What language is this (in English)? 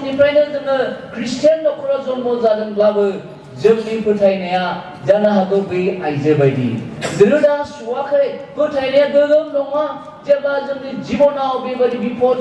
Bodo